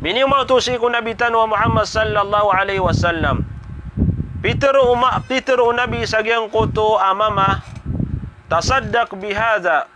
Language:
Maranao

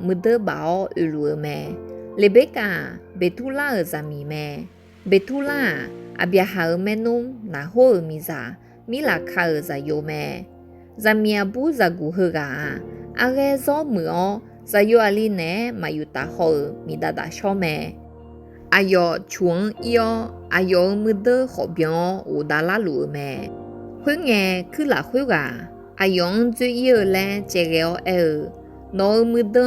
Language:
Akha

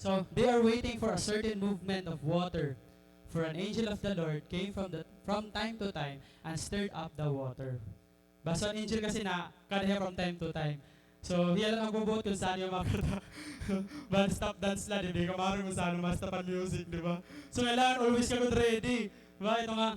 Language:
Waray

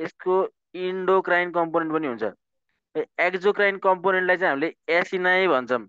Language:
Nepali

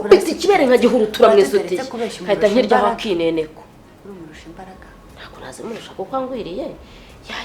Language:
Kinyarwanda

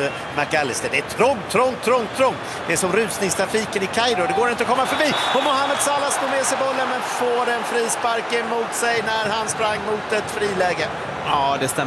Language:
Swedish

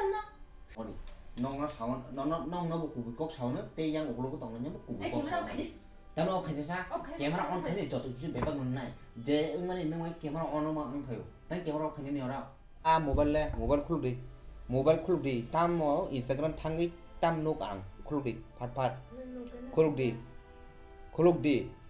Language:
Kok Borok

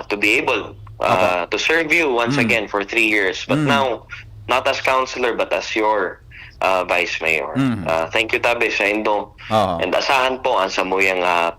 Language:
Bikol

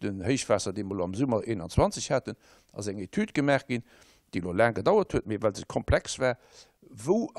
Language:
Luxembourgish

